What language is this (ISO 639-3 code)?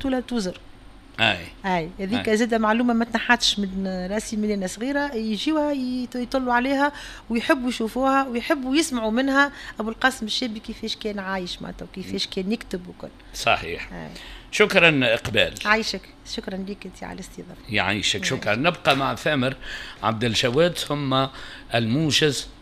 aeb